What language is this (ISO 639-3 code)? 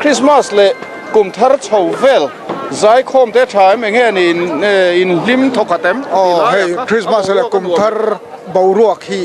lus